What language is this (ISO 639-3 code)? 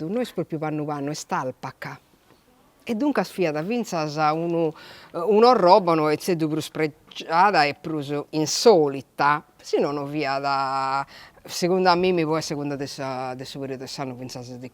srd